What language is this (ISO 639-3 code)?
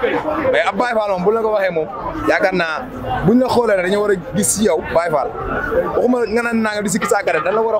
wol